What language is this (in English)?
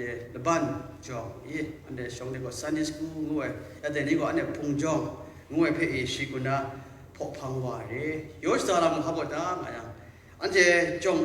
Kachin